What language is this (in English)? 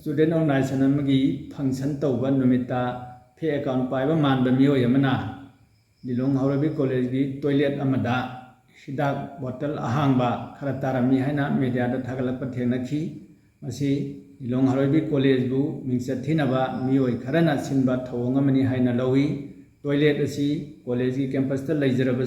Manipuri